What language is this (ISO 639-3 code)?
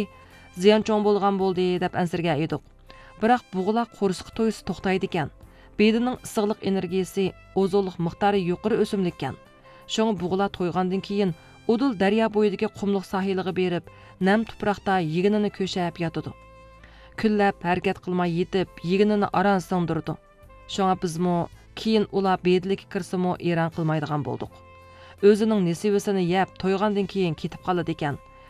uig